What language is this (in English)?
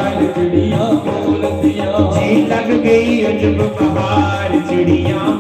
Dogri